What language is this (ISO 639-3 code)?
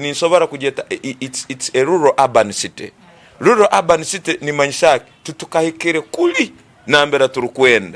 ttj